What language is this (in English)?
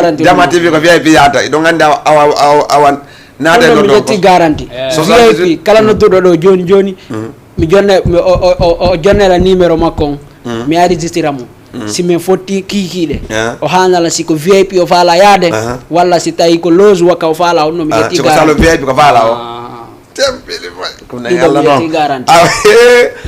Fula